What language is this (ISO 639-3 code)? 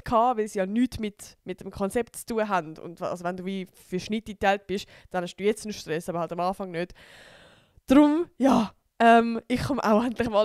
gsw